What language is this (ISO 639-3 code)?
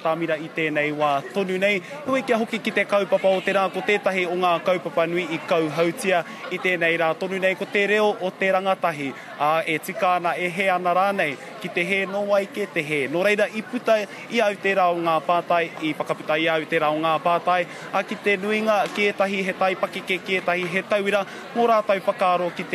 mri